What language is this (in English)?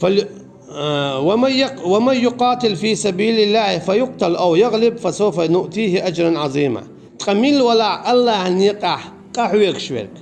Chechen